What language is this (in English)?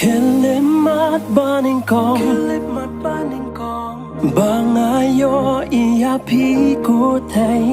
Khasi